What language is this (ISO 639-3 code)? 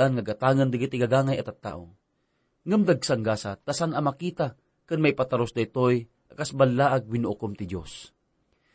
ilo